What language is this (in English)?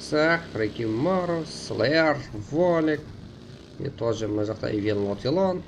Kara-Kalpak